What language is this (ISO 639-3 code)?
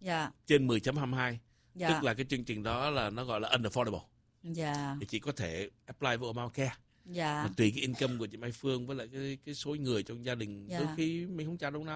vie